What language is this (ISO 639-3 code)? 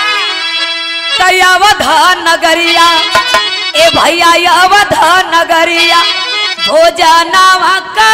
bho